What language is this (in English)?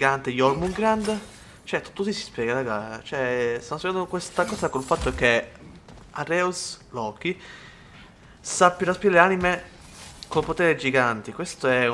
Italian